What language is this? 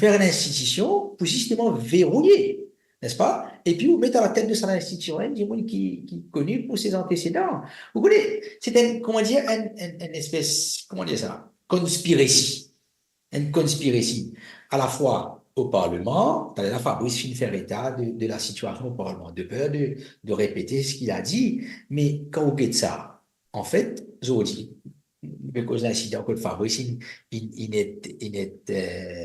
Morisyen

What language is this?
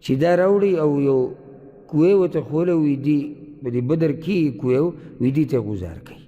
Pashto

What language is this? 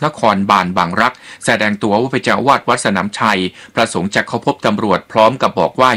Thai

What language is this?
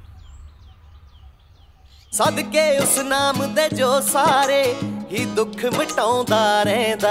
Punjabi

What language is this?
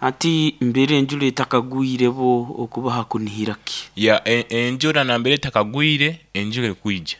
Nyoro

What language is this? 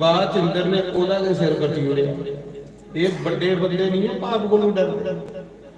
Dogri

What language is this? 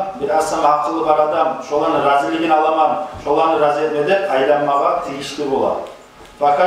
Kumyk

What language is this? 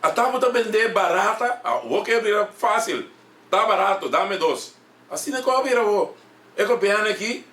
Papiamento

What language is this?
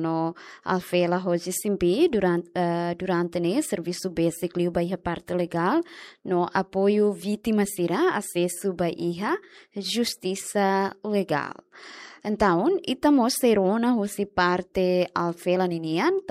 Tetum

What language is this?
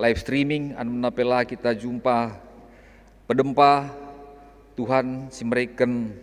Batak Karo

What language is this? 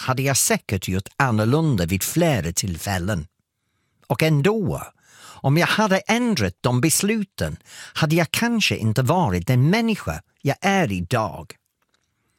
Swedish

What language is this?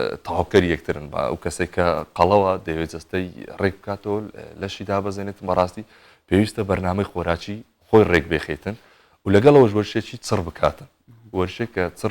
Central Kurdish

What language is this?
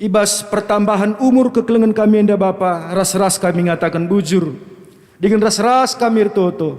Batak Karo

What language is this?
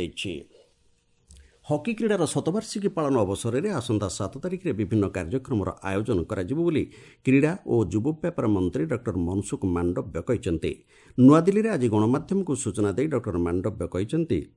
Odia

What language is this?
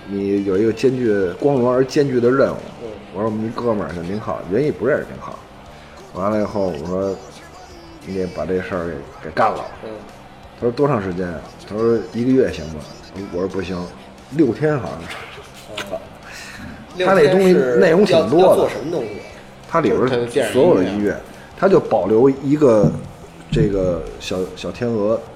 Chinese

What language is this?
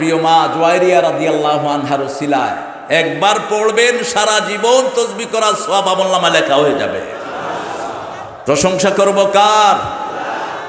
Bangla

